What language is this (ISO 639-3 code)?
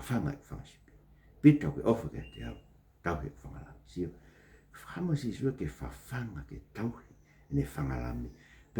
ton